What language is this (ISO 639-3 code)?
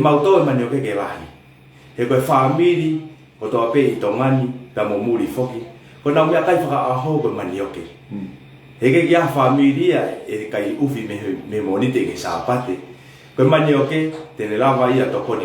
ton